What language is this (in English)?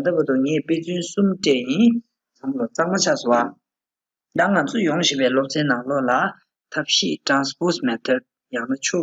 Tibetan